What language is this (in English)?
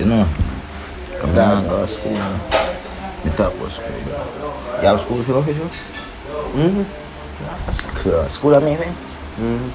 Jamaican Creole English